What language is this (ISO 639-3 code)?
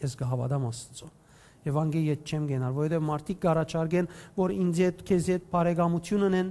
hyw